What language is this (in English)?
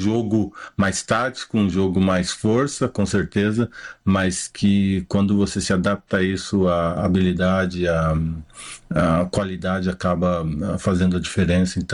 Portuguese